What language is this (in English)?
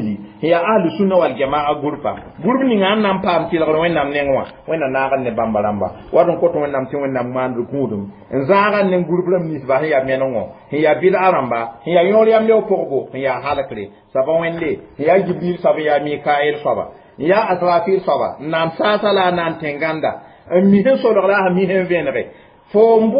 Mossi